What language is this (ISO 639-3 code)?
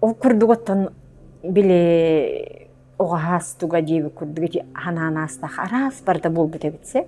sah